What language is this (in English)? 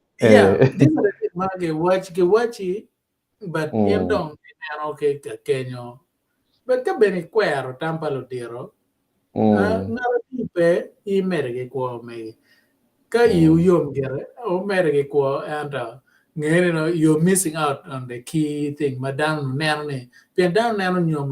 Acoli